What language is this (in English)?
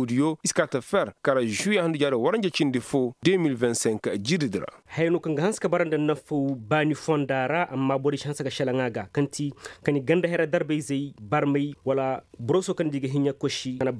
Koyraboro Senni